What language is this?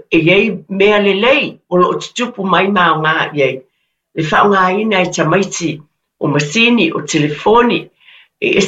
Samoan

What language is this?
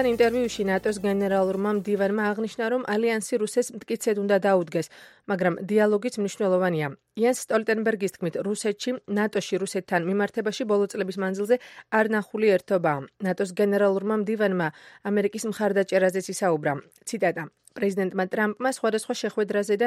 Georgian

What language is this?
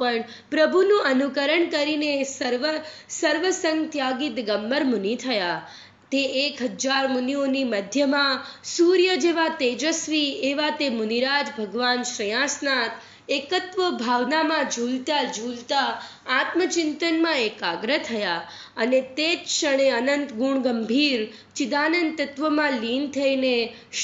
Gujarati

